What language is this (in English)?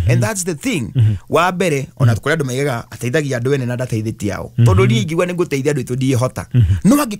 Kikuyu